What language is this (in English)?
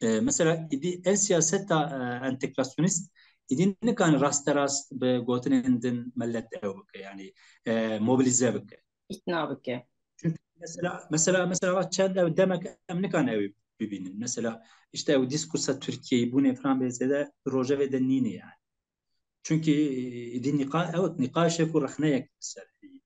Kurdish